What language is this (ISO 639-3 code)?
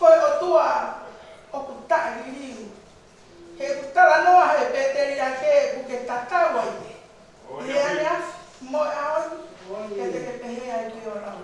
ton